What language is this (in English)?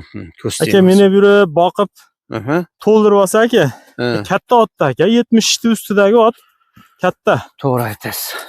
Uzbek